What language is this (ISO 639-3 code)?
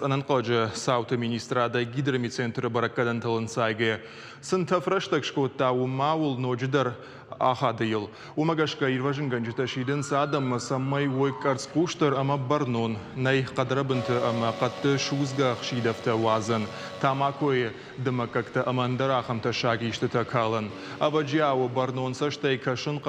oss